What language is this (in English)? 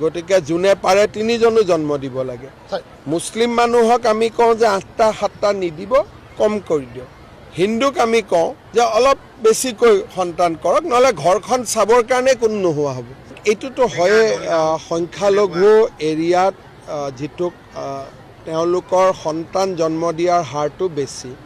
Assamese